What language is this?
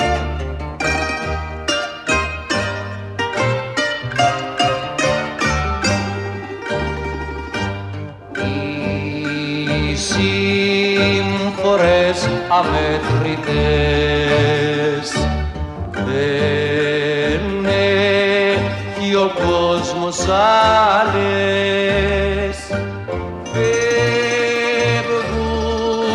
Greek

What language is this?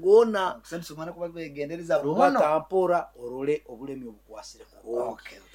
Nyoro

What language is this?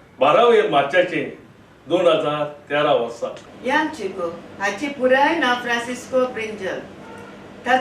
Konkani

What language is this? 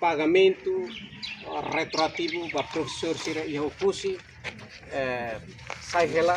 Tetum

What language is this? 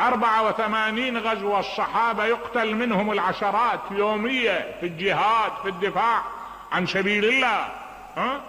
Mesopotamian Arabic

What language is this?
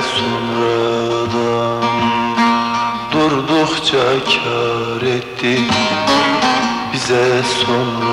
Turkish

